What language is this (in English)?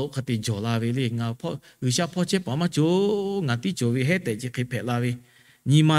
Lahu